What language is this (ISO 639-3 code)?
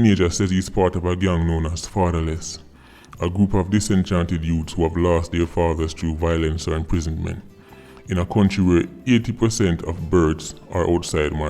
jam